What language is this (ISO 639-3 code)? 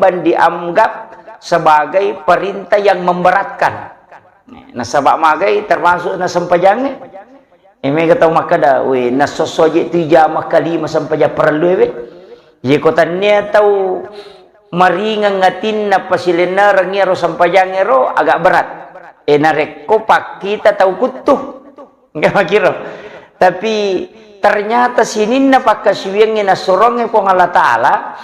bug